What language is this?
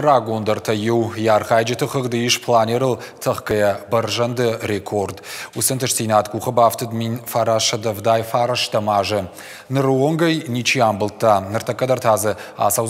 Ossetic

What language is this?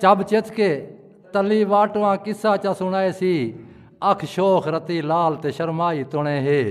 Saraiki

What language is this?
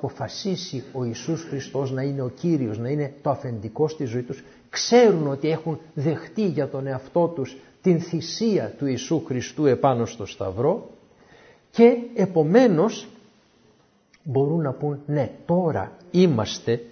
Greek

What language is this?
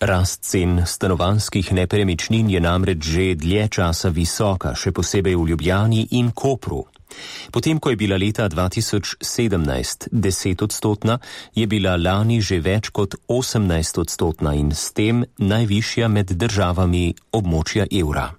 Slovenian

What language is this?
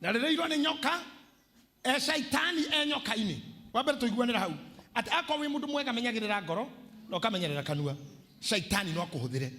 Kikuyu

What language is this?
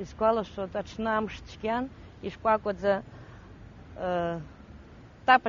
Abkhazian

